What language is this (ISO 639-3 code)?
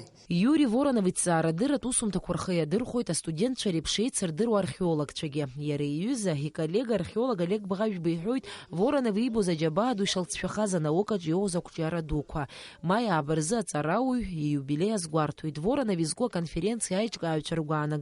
abk